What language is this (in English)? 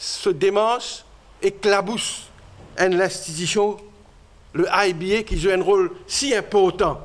Morisyen